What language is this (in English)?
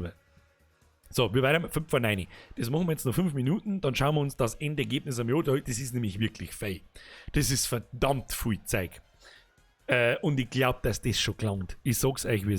Bavarian